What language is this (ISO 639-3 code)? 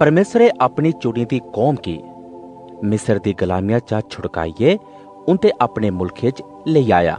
doi